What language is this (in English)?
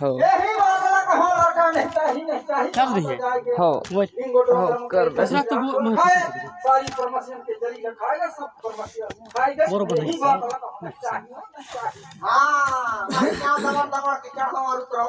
Chhattisgarhi